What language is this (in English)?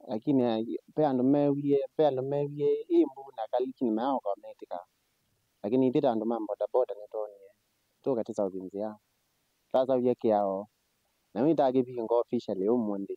Kamba